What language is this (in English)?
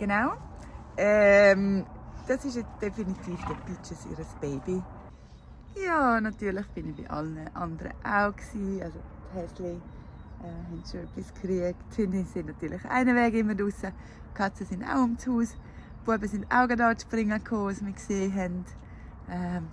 Swiss German